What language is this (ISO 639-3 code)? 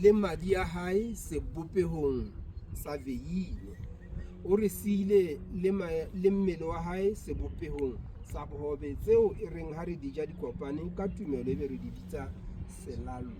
sot